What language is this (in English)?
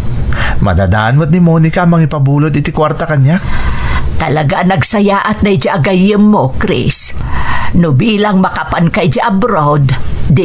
Iloko